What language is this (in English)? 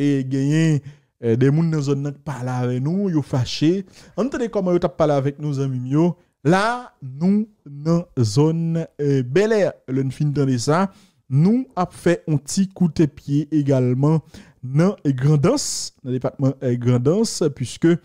Haitian Creole